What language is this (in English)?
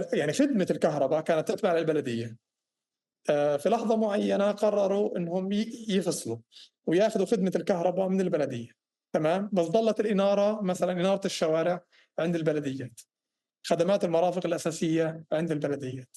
North Levantine Arabic